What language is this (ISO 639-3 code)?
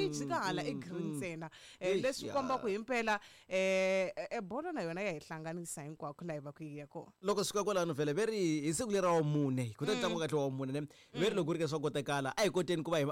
tso